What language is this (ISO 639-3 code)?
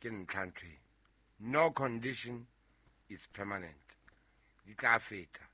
sot